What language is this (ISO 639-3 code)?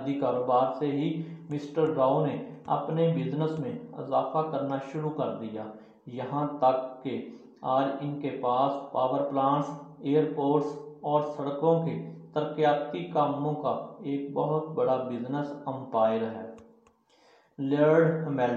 urd